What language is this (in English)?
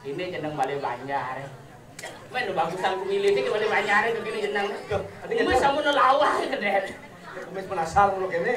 Balinese